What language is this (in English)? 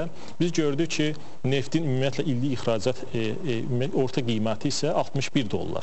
Azerbaijani